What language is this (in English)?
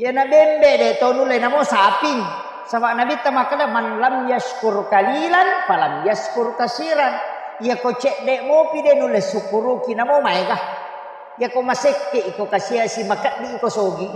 Buginese